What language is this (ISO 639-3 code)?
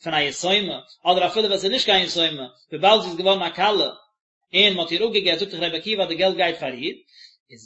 yid